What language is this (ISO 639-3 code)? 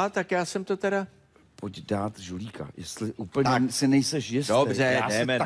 ces